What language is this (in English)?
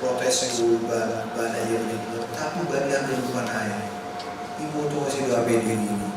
Batak Simalungun